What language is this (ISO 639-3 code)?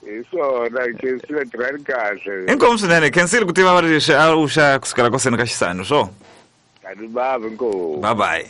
tso